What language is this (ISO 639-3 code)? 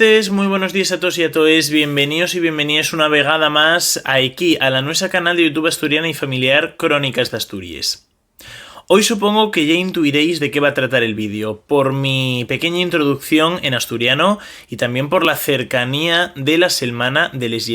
ast